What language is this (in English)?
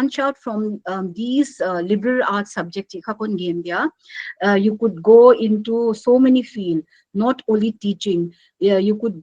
Paite Chin